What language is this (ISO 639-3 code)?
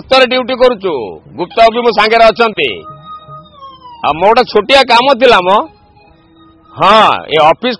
ori